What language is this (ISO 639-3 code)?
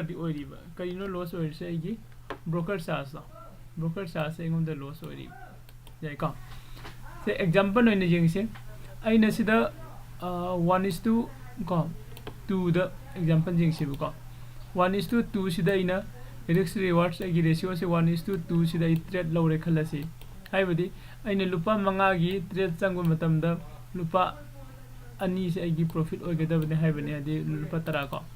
mni